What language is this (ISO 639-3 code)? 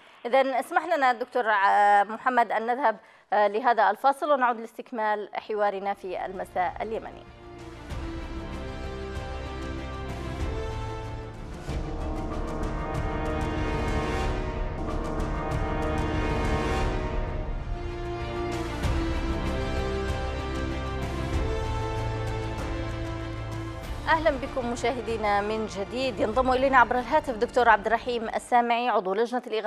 ara